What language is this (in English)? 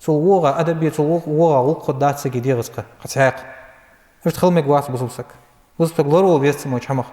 Ingush